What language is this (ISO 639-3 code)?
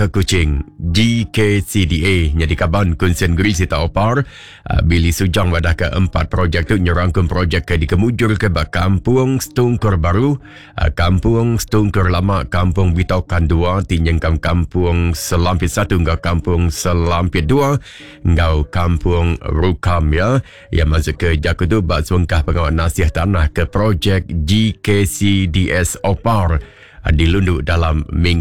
iba